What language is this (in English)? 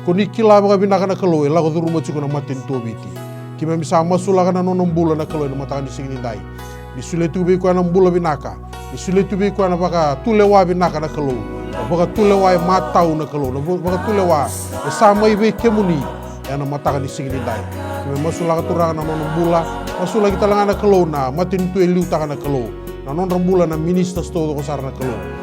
Fijian